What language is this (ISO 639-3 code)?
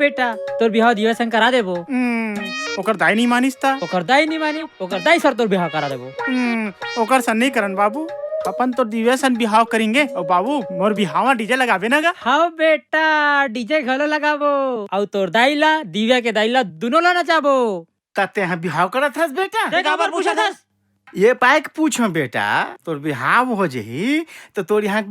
hne